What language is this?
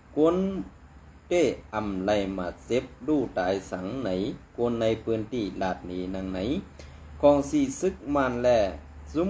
Shan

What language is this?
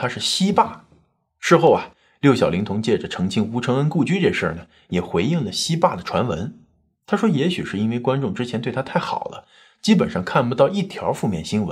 Chinese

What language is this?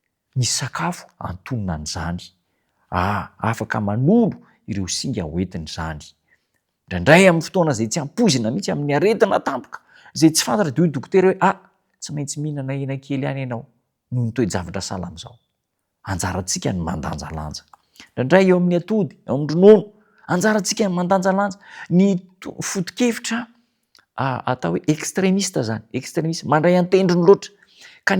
Malagasy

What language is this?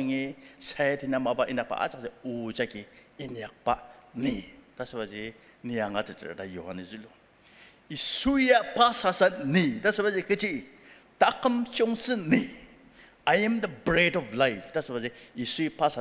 Ao Naga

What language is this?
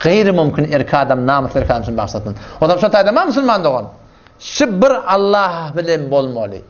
Turkmen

